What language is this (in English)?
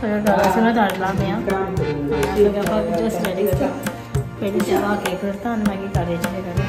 Konkani